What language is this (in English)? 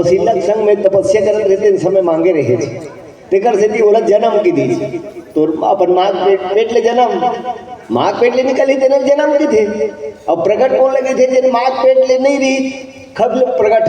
Chhattisgarhi